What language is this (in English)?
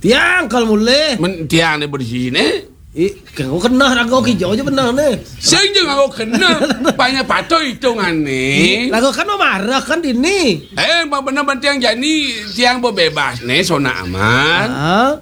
Balinese